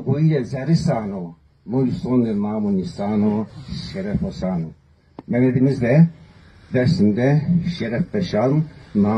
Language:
Zaza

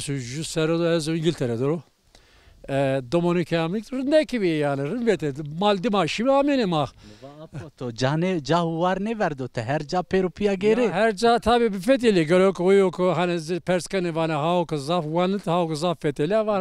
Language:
Zaza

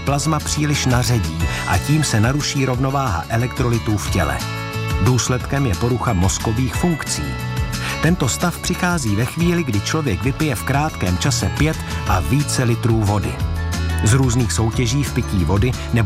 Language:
Czech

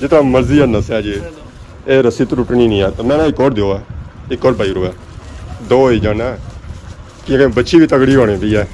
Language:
Pahari-Potwari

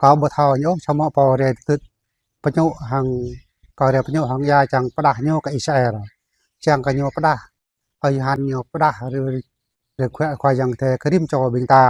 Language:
Jarai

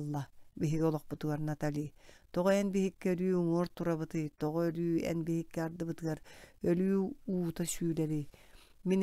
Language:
Yakut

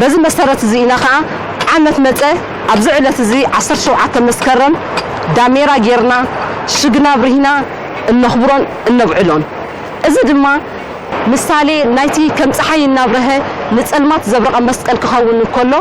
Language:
Tigrinya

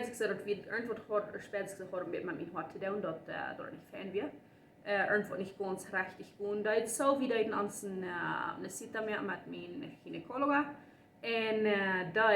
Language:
Plautdietsch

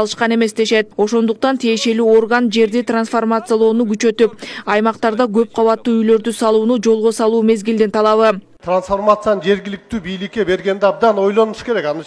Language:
Kyrgyz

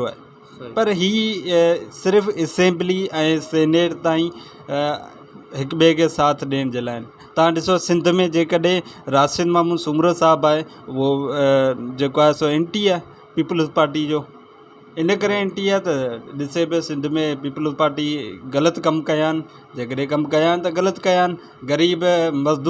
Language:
Sindhi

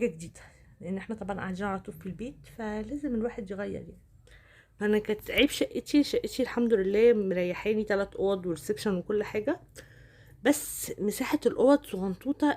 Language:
Egyptian Arabic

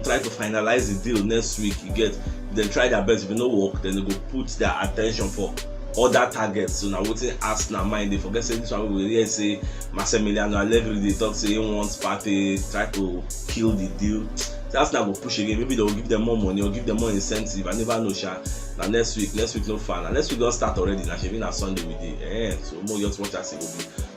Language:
Nigerian Pidgin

